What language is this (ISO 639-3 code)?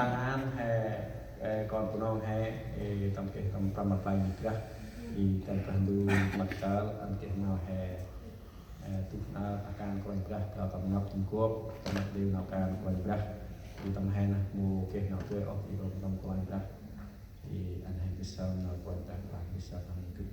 cmo